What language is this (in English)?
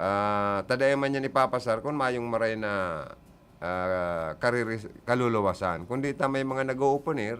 Bikol